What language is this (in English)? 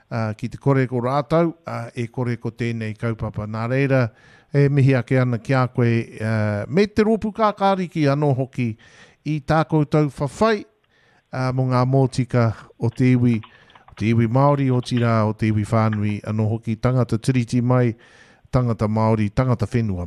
Māori